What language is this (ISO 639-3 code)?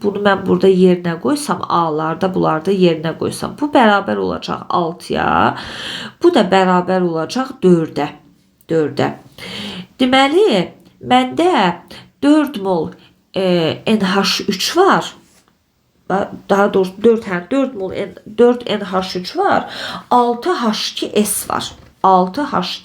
aze